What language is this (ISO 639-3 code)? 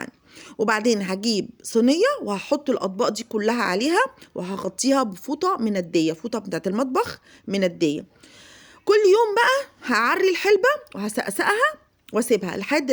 arz